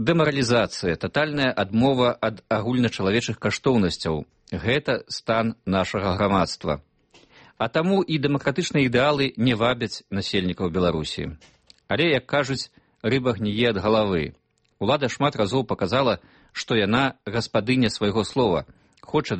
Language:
Belarusian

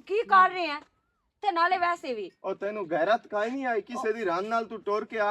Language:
Western Panjabi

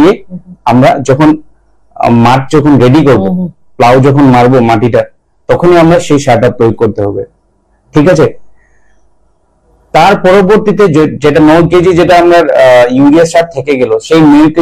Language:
Bangla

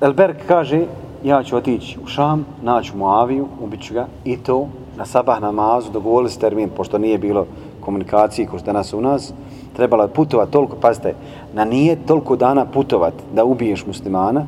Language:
Bosnian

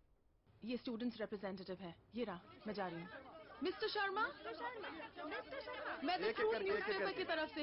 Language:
Hindi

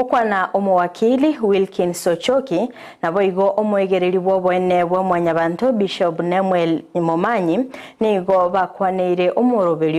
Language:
Gusii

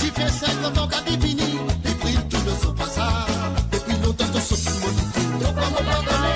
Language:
Morisyen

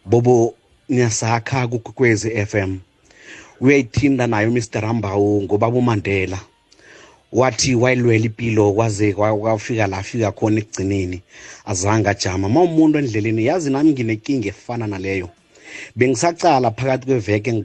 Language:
South Ndebele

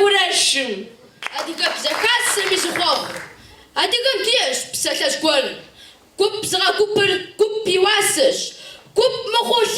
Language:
Kabardian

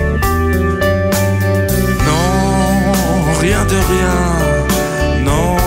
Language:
French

